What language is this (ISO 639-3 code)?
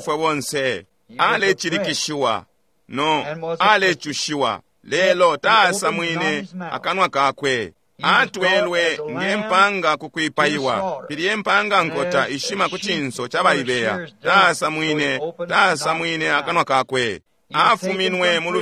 bem